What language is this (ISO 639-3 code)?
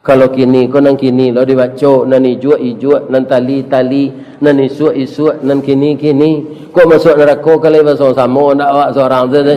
min